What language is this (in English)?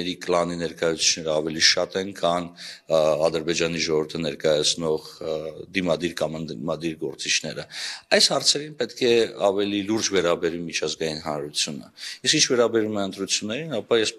Armenian